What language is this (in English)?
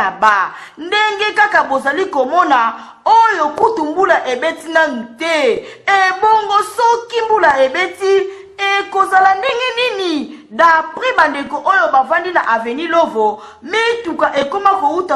Lingala